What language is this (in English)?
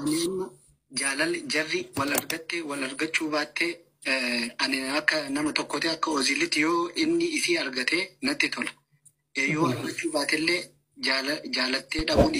Oromo